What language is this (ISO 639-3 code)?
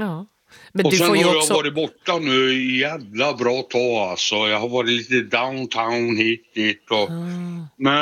swe